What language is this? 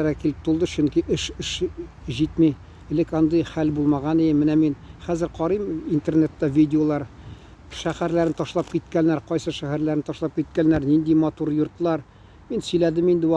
Tatar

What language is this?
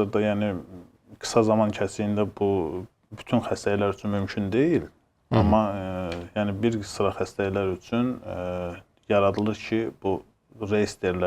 Azerbaijani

